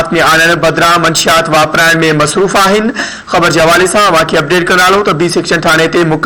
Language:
Sindhi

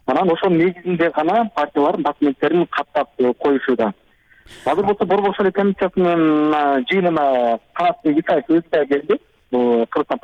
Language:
Kyrgyz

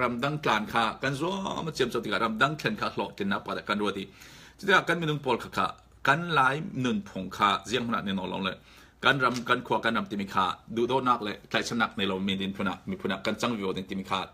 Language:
Falam Chin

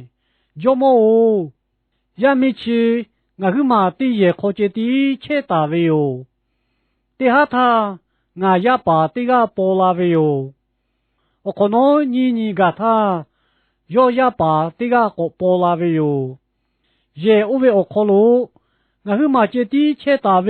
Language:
Lahu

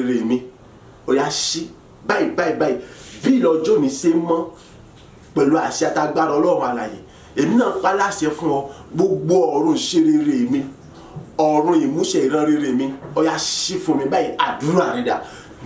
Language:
Yoruba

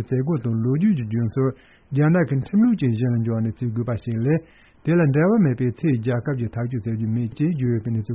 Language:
Tibetan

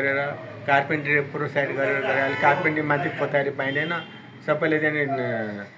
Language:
Nepali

